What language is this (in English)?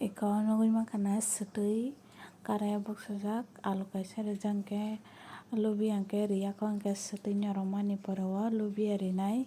Kok Borok